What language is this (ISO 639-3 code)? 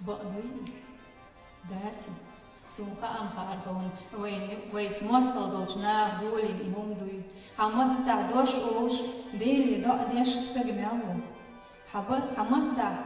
che